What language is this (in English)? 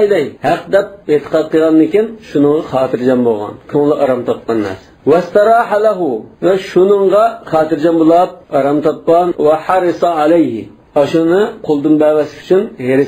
Uyghur